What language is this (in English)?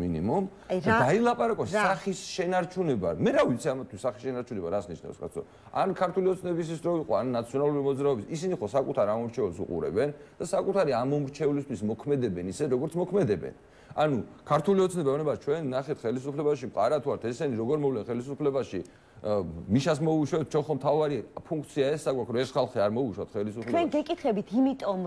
Georgian